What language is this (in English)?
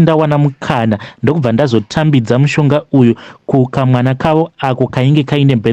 Shona